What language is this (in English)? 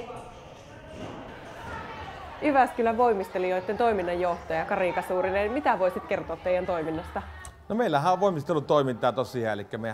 Finnish